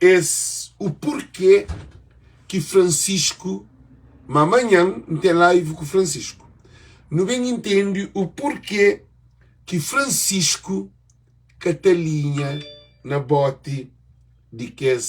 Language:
Kabuverdianu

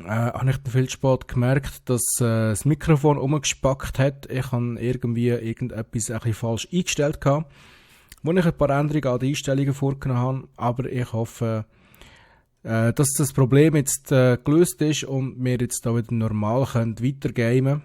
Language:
Swiss German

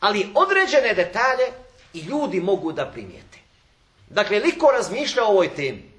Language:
Bosnian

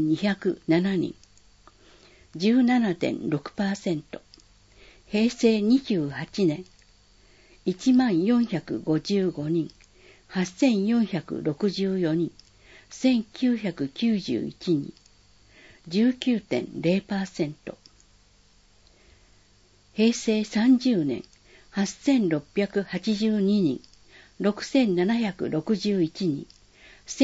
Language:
Japanese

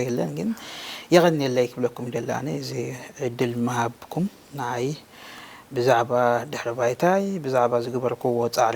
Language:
Tigrinya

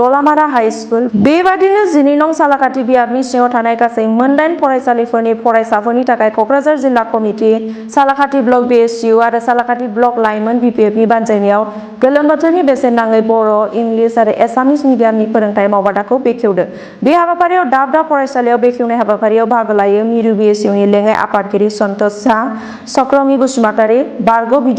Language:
Bodo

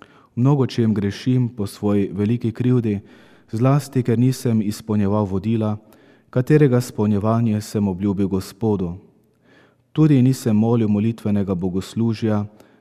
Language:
Slovenian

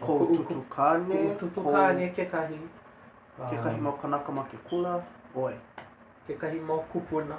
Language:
Hawaiian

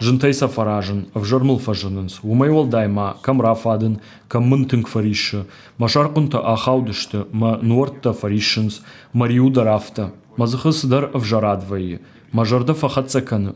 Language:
Ossetic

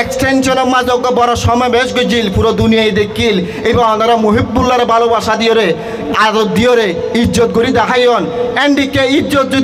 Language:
Rohingya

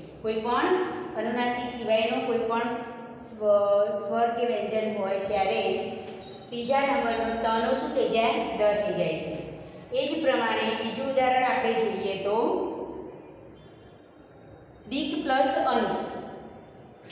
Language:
Gujarati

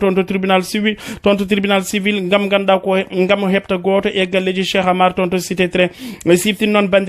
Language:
Fula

